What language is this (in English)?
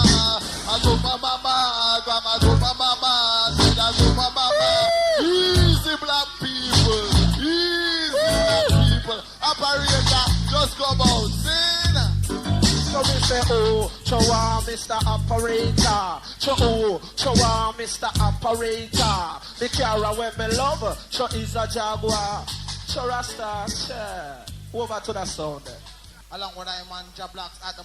Jamaican Creole English